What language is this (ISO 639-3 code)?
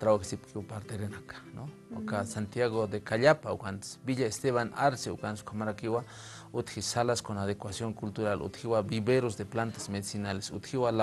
aym